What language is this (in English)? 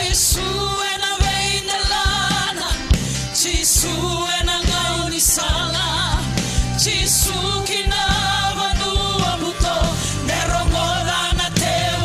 Fijian